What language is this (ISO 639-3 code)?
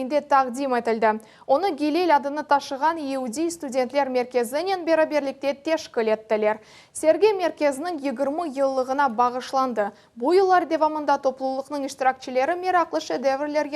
crh